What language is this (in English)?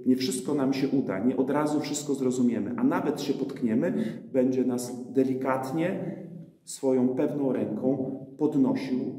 Polish